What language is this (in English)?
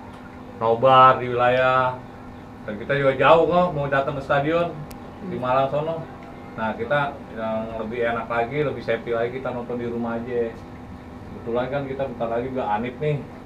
Betawi